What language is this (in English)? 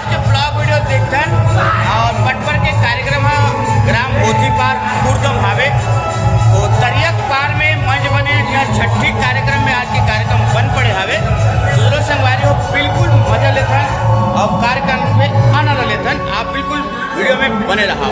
Chhattisgarhi